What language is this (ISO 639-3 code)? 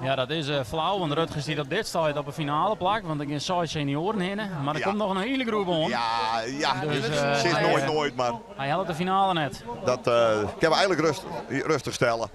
fry